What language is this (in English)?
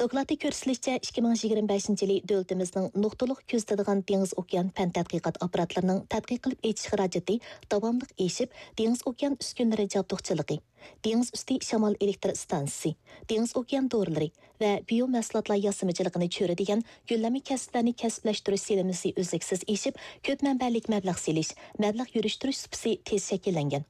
Uyghur